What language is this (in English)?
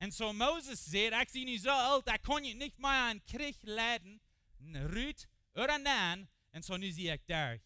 Plautdietsch